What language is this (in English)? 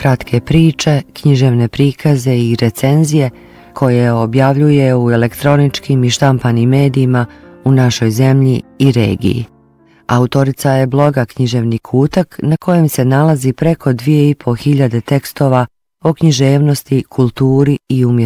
Bosnian